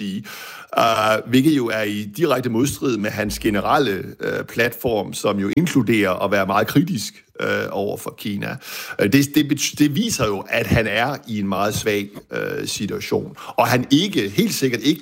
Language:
Danish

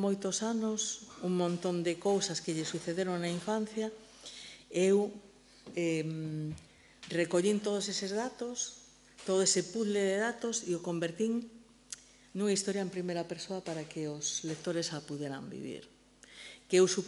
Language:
Galician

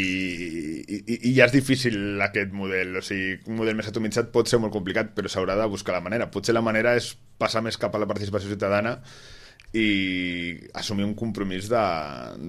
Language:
Catalan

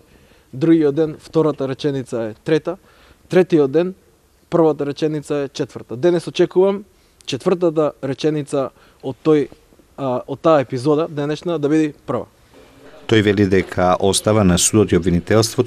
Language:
Macedonian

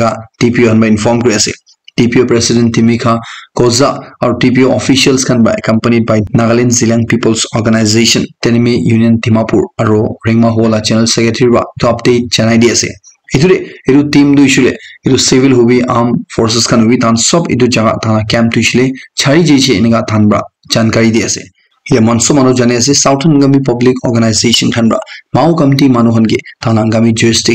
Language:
Naga Pidgin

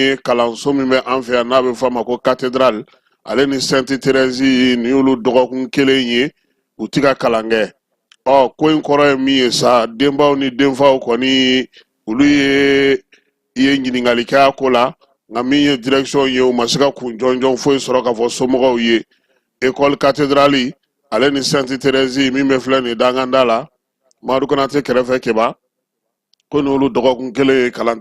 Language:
Bambara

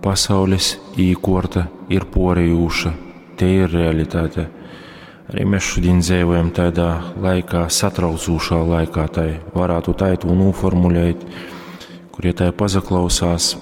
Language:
Latgalian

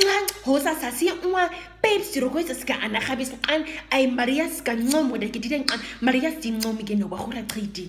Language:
Nama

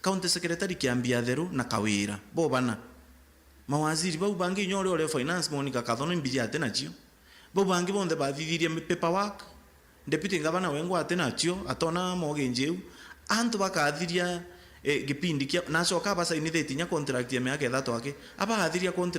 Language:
Meru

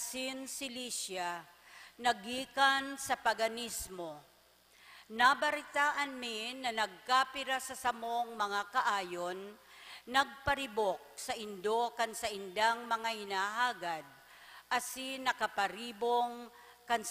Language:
Bikol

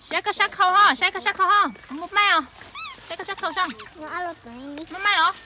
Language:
Hmong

